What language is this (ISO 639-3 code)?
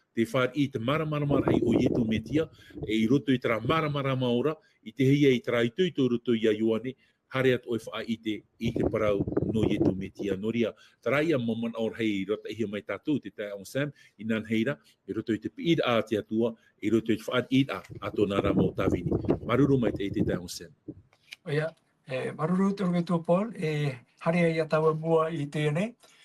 tah